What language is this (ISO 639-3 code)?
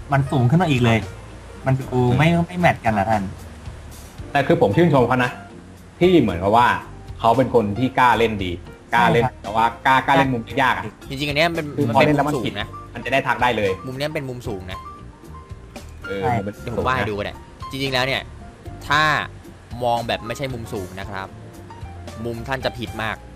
tha